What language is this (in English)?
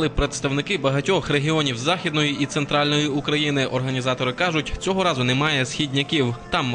Ukrainian